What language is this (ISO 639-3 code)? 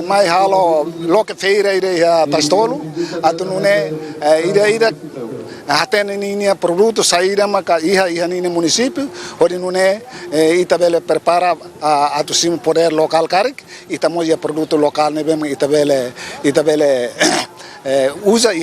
tet